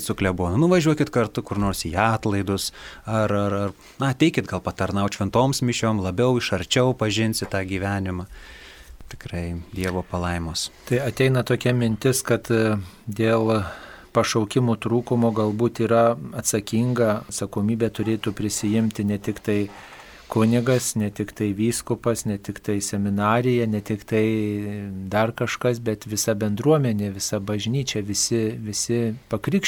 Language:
Lithuanian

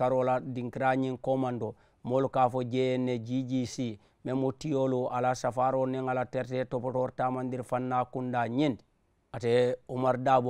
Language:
Mandingo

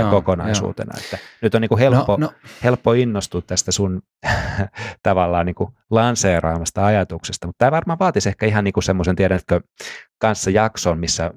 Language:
Finnish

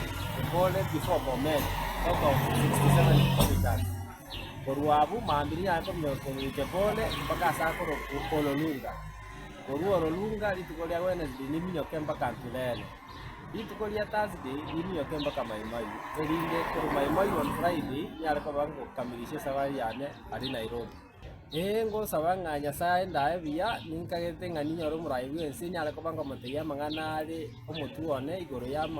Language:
Gusii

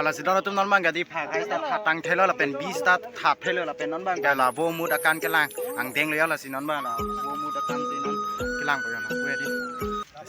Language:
Karbi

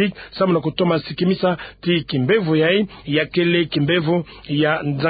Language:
Kituba (Democratic Republic of Congo)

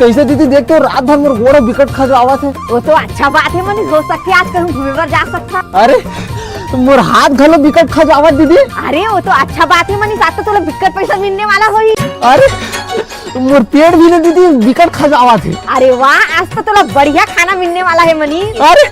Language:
Chhattisgarhi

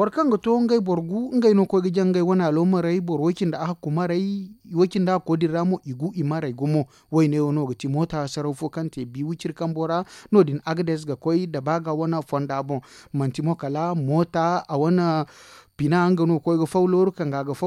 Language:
Zarma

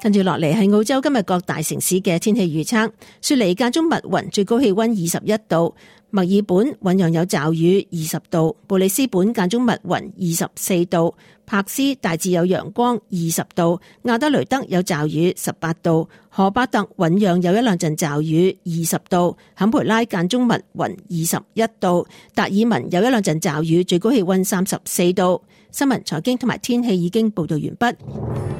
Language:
Cantonese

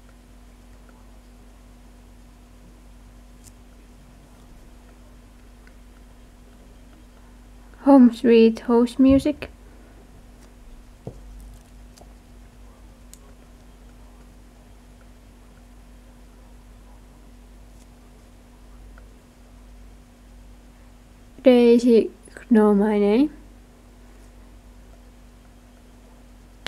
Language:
Finnish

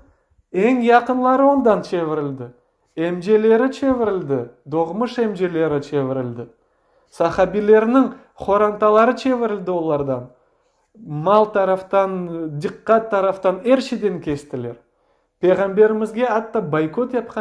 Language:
Crimean Tatar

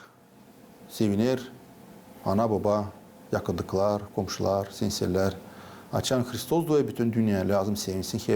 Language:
Gagauz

